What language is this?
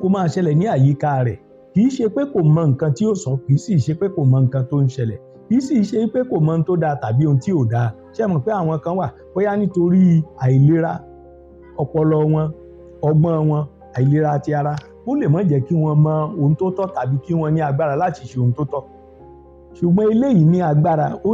Yoruba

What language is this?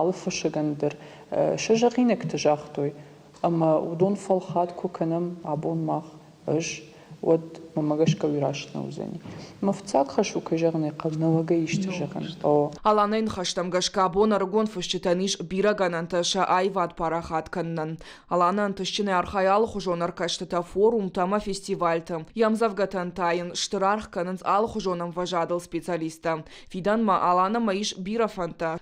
Ossetic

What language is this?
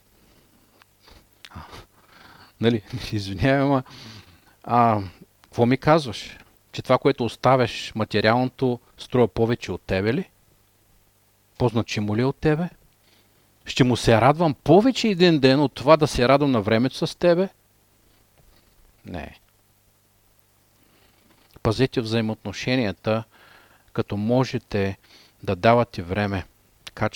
Bulgarian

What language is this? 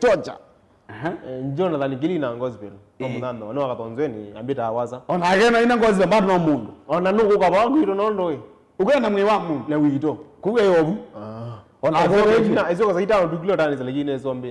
Kamba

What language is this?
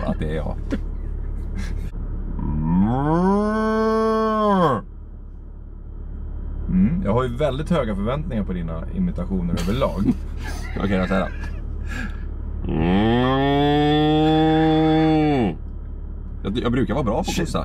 Swedish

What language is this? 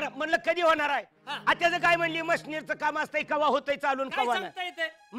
Marathi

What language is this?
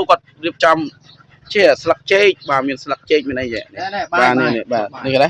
Khmer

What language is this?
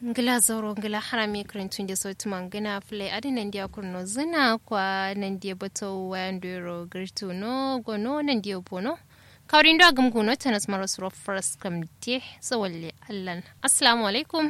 Kanuri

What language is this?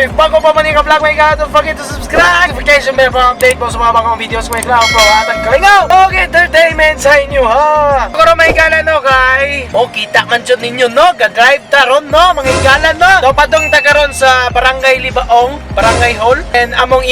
Cebuano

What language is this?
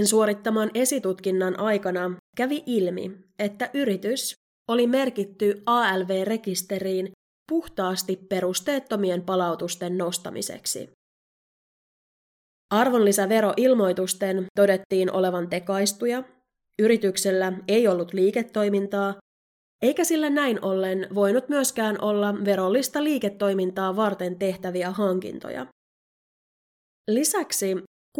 Finnish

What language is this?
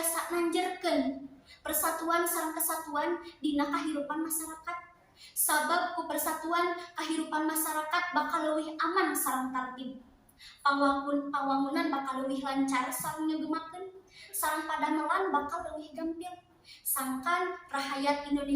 Sundanese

